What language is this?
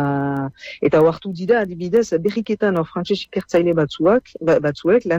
Basque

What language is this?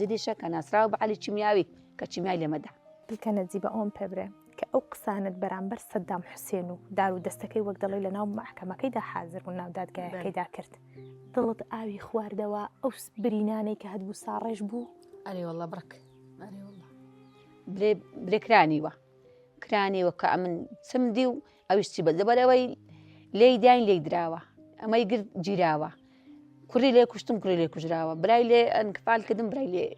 Central Kurdish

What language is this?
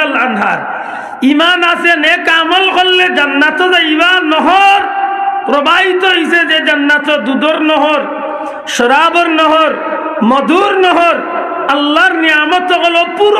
Sylheti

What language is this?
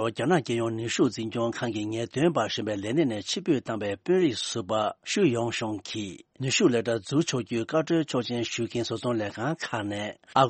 Tibetan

